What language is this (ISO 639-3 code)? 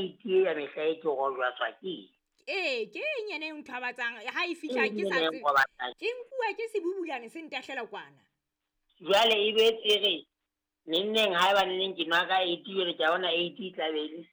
sot